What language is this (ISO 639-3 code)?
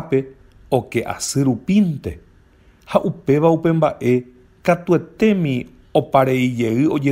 grn